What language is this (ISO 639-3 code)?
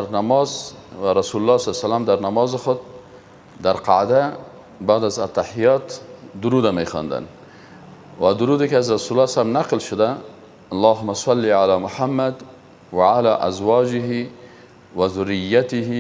fas